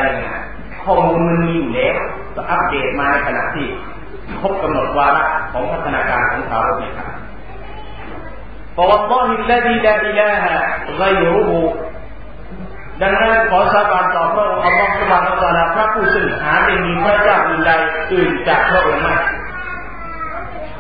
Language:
Thai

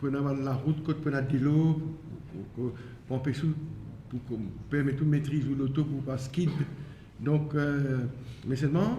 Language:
Morisyen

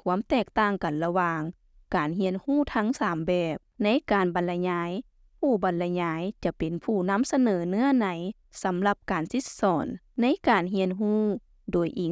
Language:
Lao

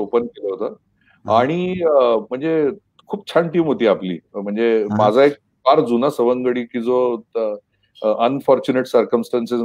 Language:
Marathi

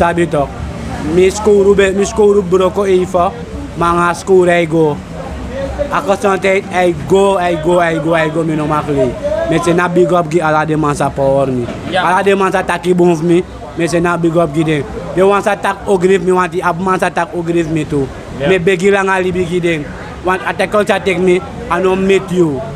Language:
Sranan Tongo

